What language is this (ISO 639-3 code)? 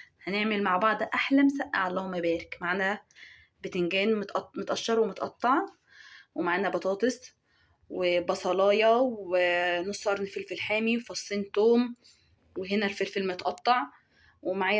arz